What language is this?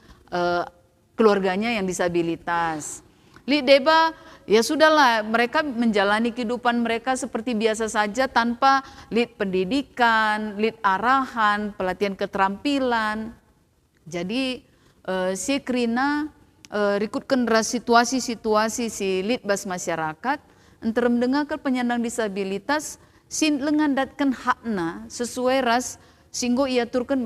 Batak Karo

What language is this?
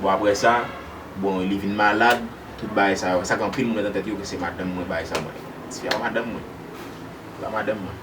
Haitian Creole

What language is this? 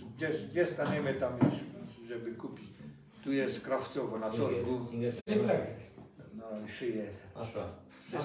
Silesian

